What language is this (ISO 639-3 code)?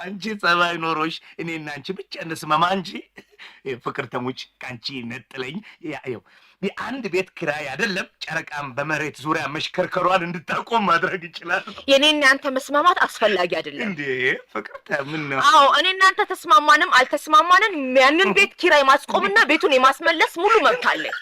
amh